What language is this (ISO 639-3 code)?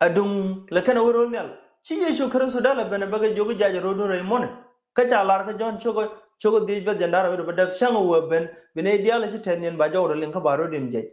nus